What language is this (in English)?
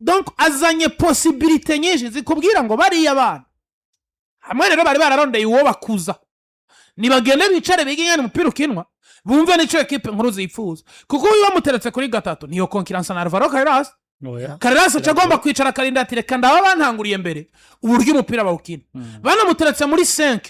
Rundi